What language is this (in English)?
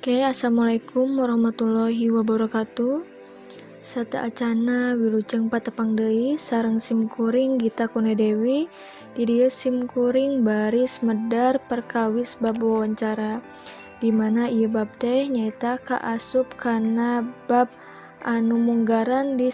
Sundanese